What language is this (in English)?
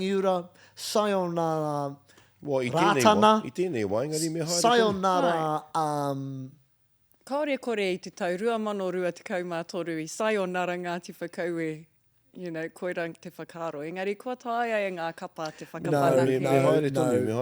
Māori